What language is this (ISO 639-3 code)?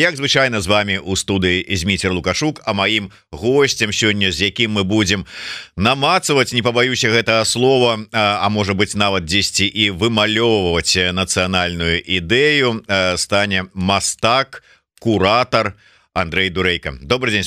bel